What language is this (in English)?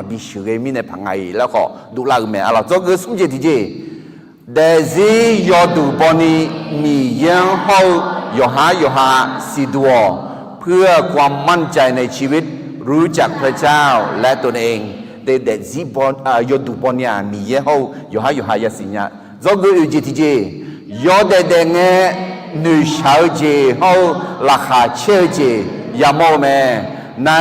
Akha